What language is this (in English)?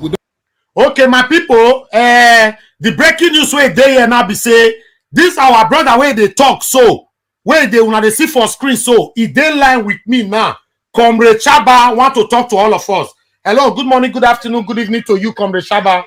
Nigerian Pidgin